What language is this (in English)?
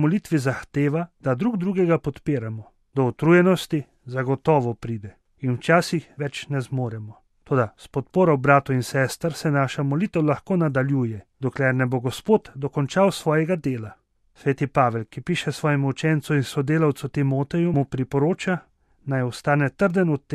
Slovenian